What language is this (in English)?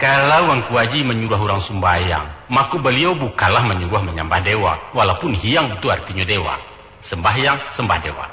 Minangkabau